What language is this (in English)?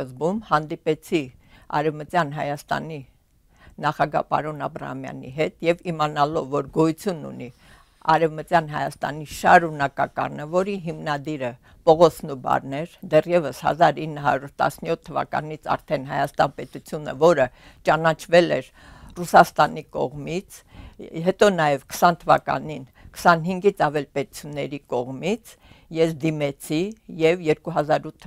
Armenian